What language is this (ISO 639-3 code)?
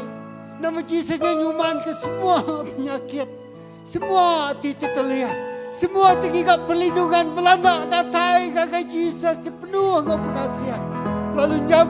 iba